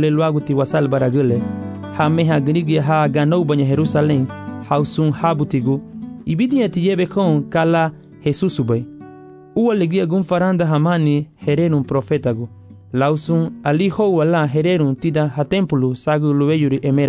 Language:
Garifuna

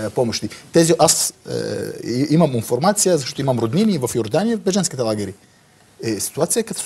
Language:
Bulgarian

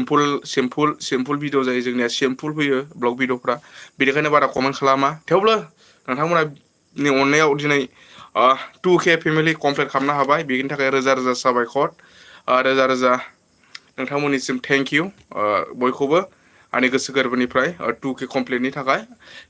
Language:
Bodo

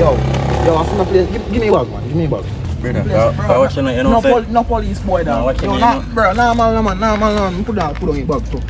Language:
Jamaican Creole English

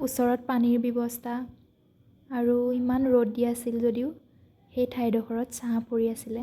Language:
Assamese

